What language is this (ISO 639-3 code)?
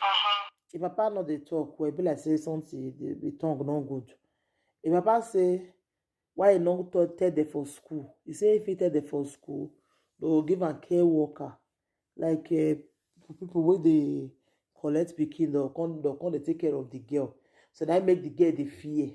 pcm